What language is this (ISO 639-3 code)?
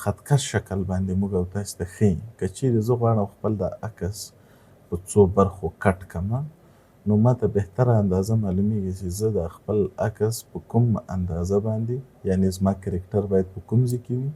pus